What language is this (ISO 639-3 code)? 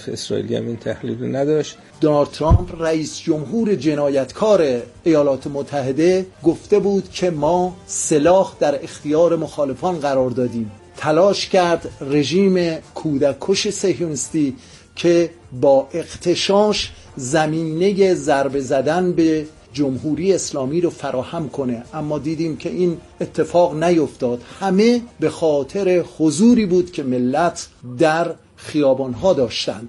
fas